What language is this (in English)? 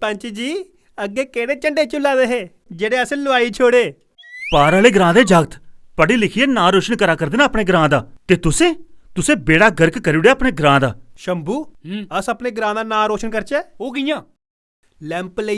Dogri